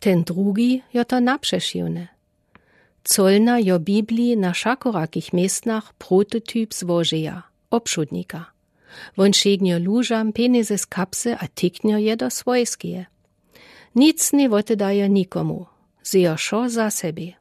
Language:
Lower Sorbian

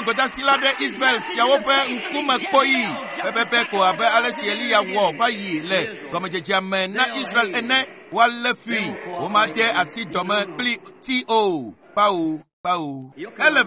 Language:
Ewe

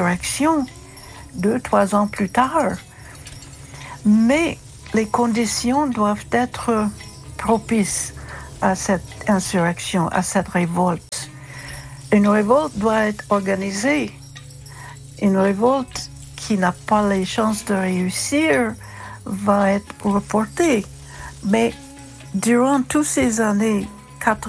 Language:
French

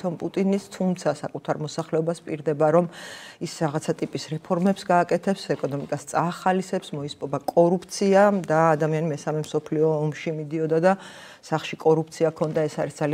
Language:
Georgian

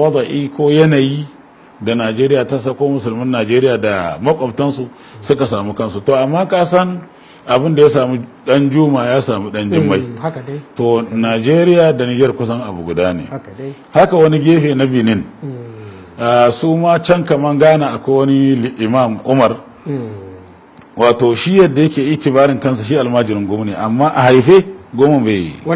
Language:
Hausa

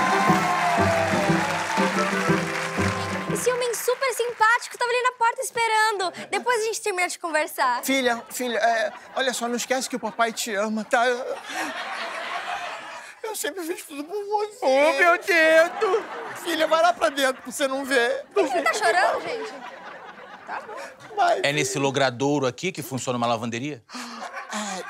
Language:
Portuguese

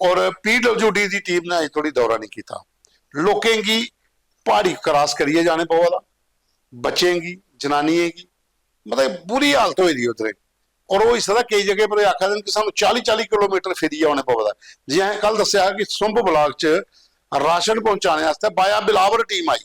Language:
Dogri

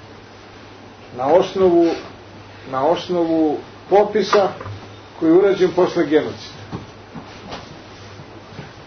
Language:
Serbian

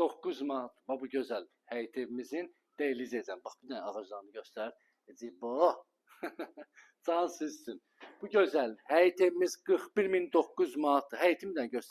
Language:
Azerbaijani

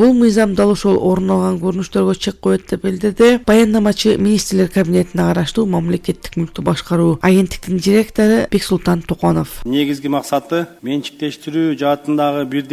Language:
Kyrgyz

